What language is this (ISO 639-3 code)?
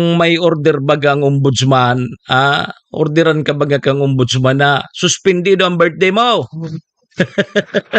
bik